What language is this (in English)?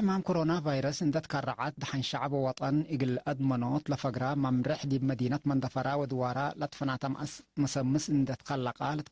Tigre